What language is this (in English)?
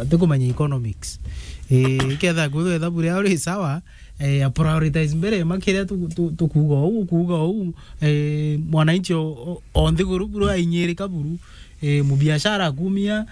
Meru